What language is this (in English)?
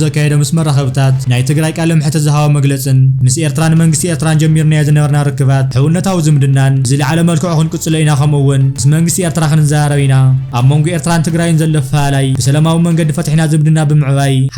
Tigrinya